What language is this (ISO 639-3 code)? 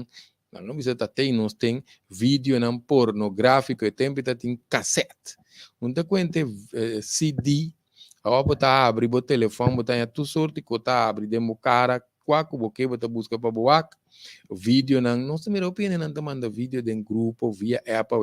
pap